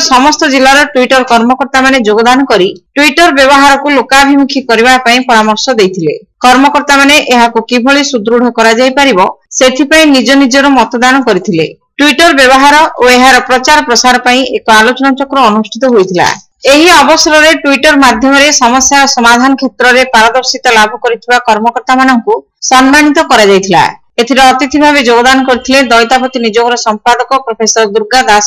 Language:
Odia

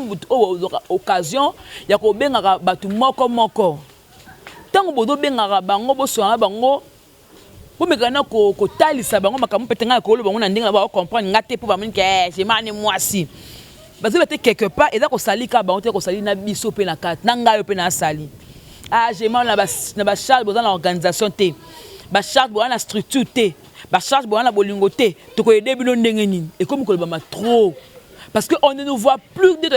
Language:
Lingala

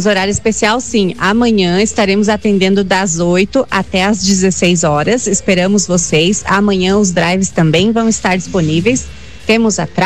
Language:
Portuguese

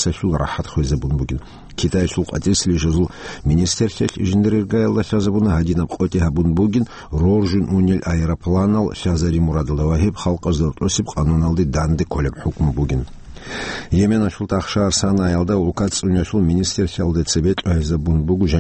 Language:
Avaric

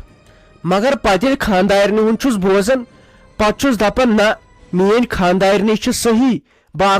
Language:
Kashmiri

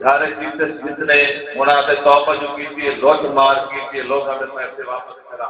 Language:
Saraiki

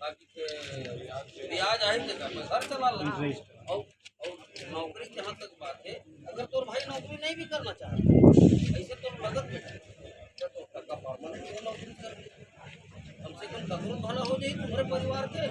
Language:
Chhattisgarhi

